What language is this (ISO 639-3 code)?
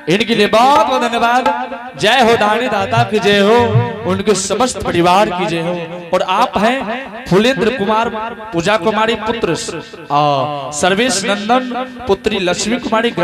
anp